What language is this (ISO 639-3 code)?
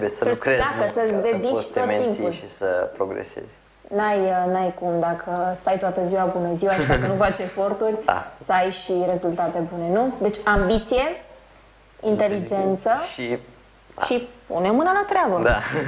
ron